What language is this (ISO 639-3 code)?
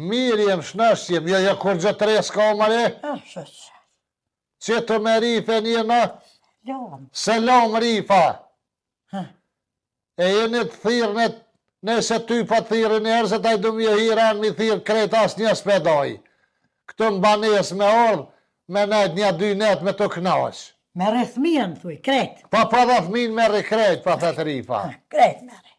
sqi